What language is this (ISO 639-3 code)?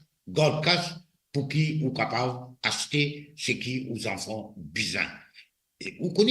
mfe